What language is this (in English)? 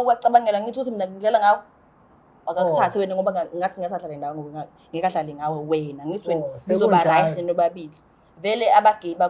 Zulu